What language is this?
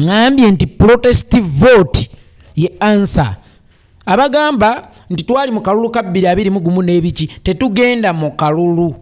Ganda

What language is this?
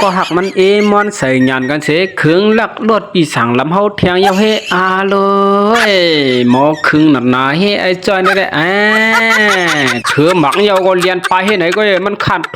Shan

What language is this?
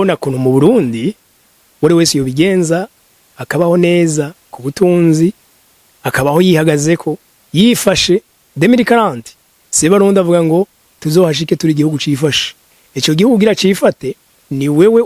Rundi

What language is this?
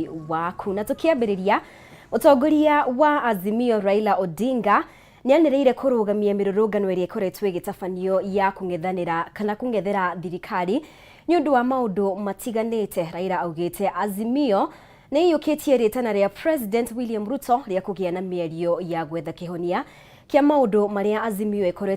Kikuyu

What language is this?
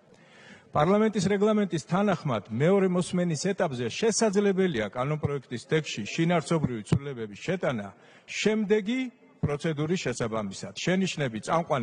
Georgian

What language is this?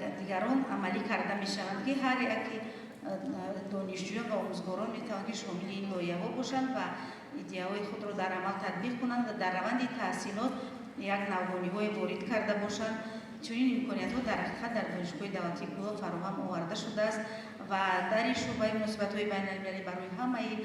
Tajik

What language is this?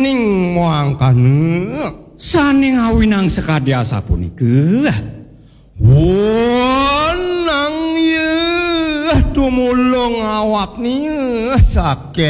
Balinese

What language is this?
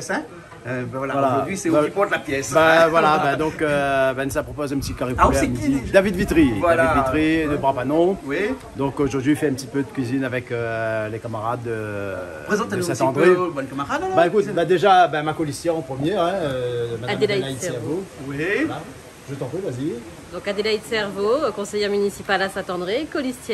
Réunion Creole French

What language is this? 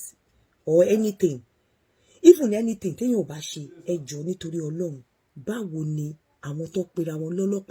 Yoruba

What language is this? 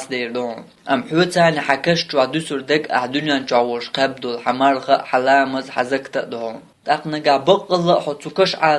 Chechen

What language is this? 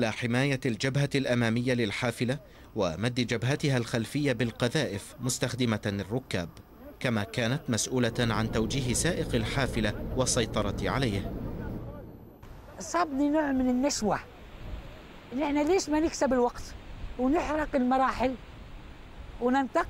Arabic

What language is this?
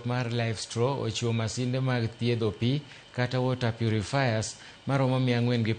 Luo (Kenya and Tanzania)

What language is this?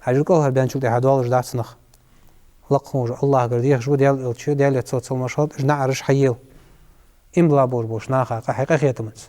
Ingush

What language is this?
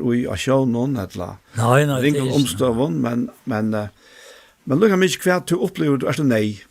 Faroese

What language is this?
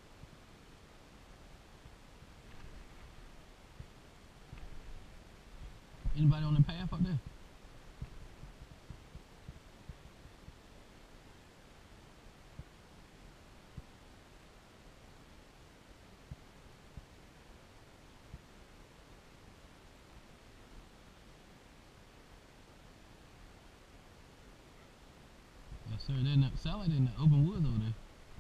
English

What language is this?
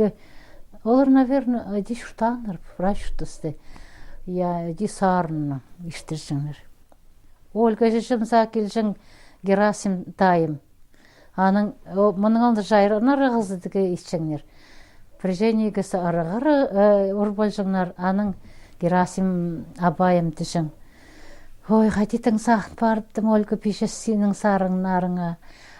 Khakas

